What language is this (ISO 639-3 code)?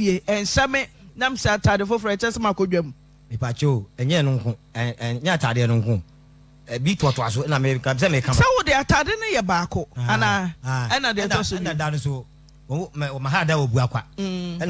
aka